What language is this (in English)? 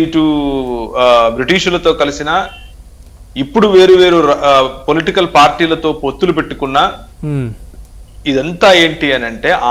Telugu